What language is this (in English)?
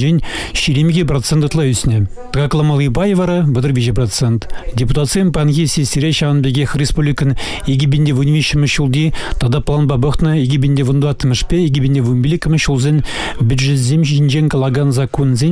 Chuvash